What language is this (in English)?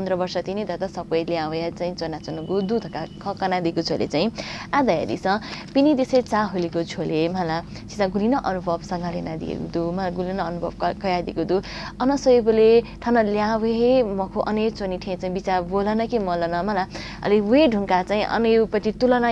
Newari